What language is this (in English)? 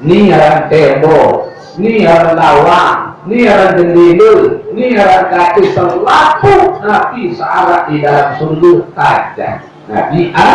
Sasak